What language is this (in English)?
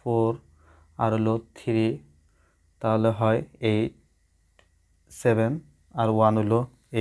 Bangla